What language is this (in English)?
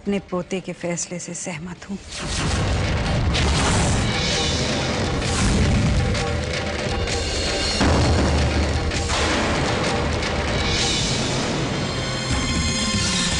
Hindi